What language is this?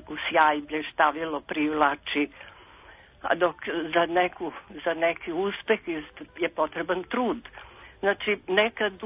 Serbian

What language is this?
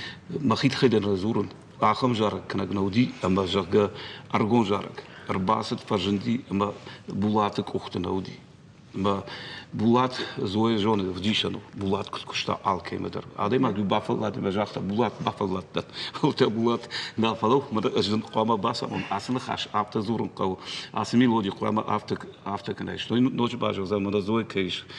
Ossetic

